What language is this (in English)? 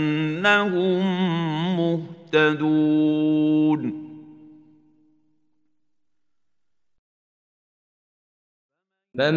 Arabic